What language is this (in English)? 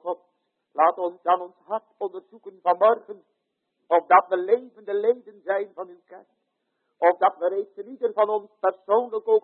Dutch